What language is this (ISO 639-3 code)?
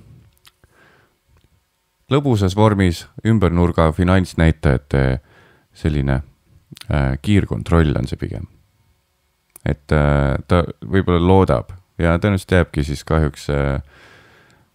est